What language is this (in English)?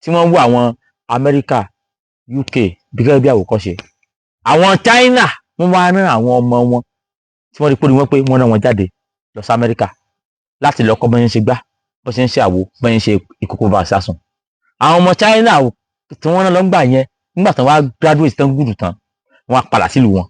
Yoruba